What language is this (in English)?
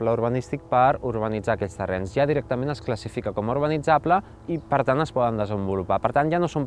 Catalan